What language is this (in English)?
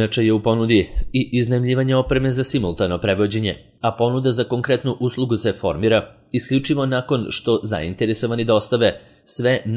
Serbian